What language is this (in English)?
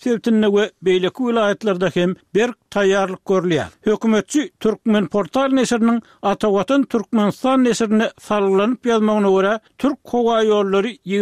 Turkmen